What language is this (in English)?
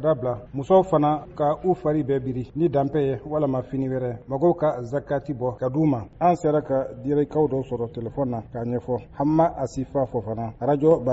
Bambara